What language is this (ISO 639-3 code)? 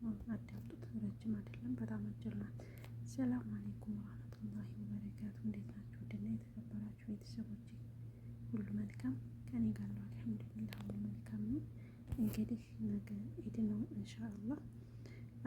amh